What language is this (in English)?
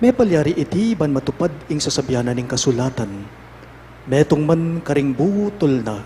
Pampanga